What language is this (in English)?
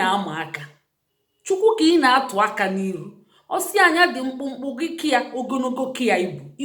Igbo